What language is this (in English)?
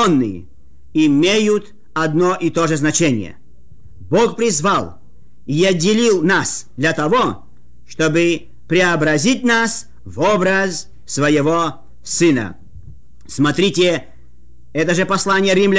Russian